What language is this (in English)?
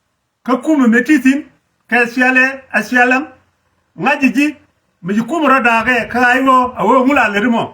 Nuer